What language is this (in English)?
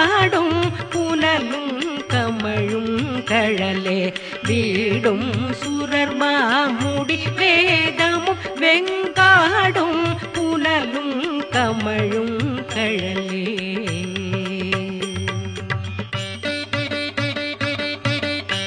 Tamil